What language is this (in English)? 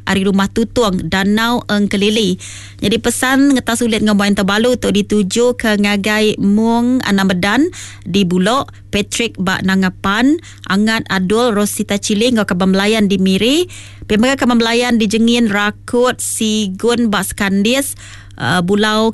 Iban